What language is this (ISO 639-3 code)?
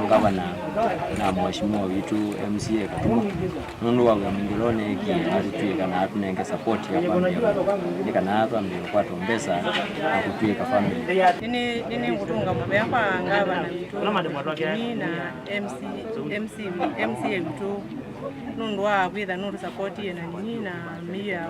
kam